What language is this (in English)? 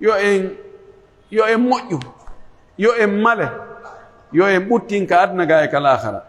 Pular